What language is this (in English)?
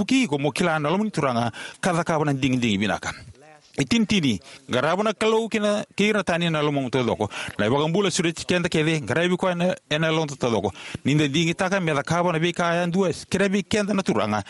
Fijian